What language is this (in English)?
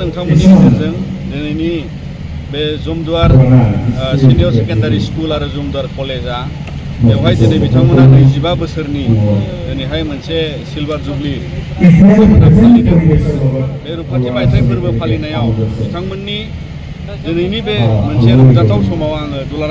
Bodo